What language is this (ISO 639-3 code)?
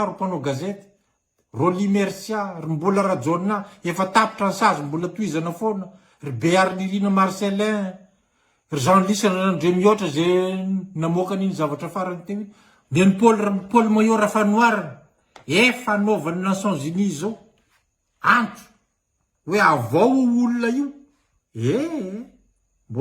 mlg